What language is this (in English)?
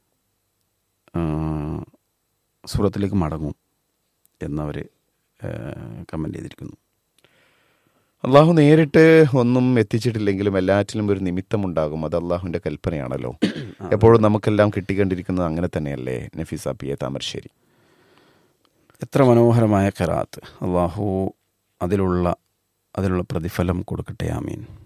Malayalam